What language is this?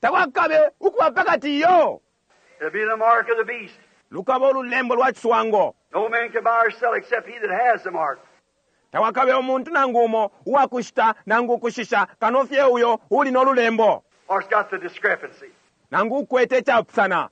Bemba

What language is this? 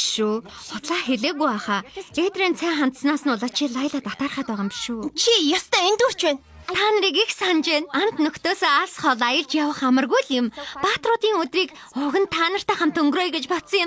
Mongolian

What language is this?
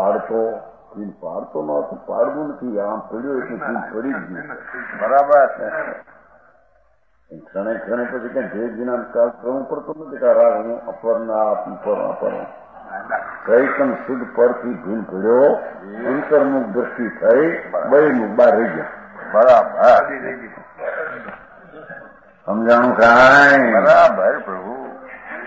Gujarati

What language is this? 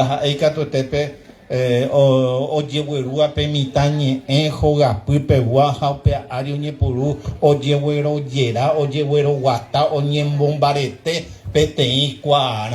Guarani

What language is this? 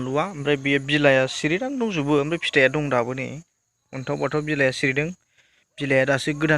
Bodo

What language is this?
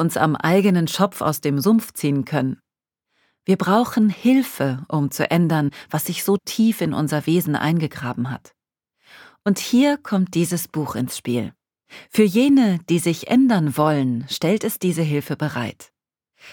German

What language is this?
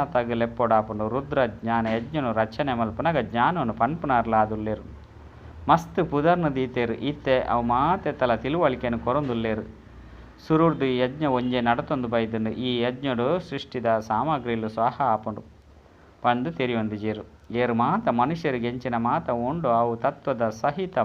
Tulu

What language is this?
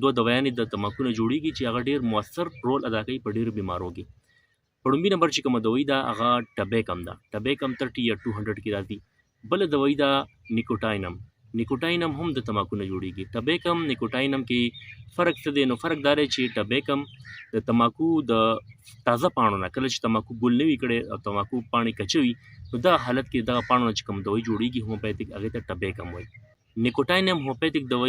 Pashto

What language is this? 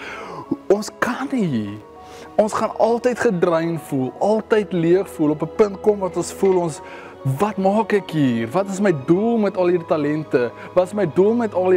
Afrikaans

